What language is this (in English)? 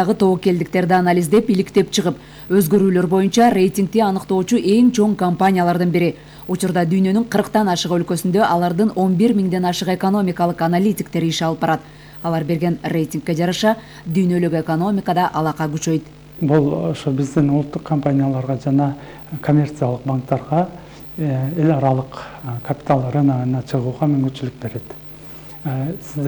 Kyrgyz